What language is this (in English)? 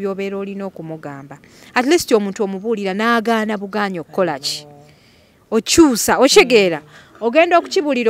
Ganda